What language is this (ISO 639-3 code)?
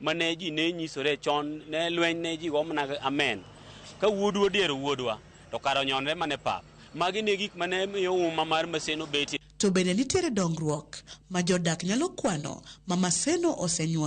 luo